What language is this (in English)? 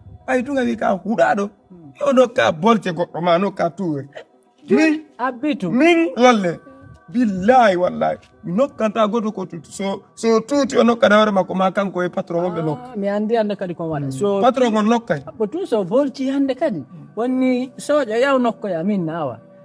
Fula